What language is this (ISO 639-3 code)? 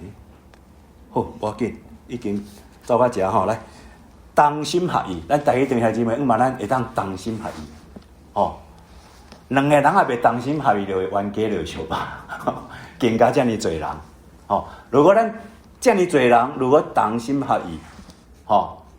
nan